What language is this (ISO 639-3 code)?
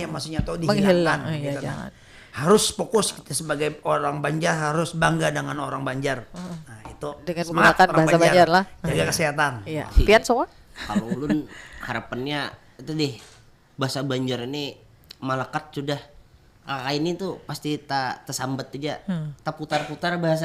bjn